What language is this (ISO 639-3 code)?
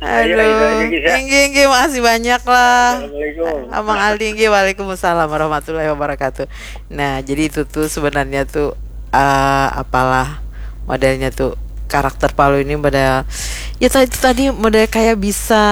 bjn